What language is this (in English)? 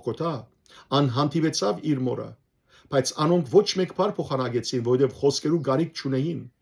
Western Armenian